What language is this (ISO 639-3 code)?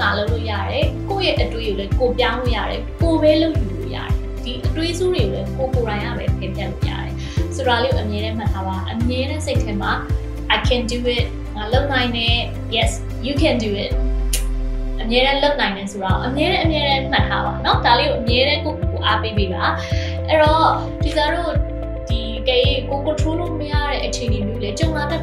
mya